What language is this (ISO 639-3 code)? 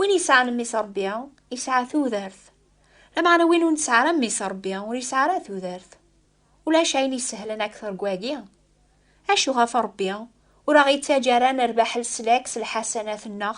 kab